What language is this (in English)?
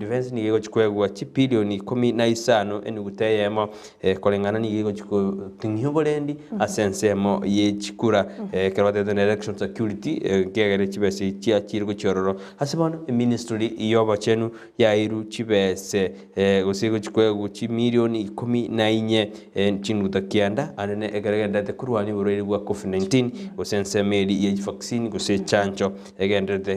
Gusii